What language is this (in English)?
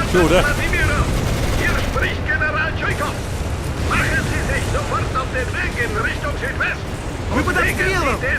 Bavarian